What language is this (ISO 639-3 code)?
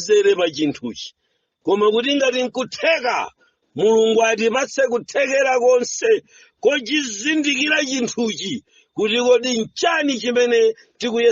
nya